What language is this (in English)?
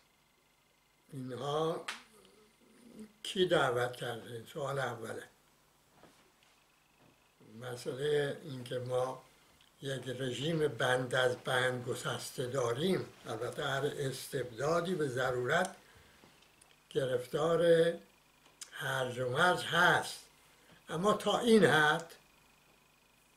Persian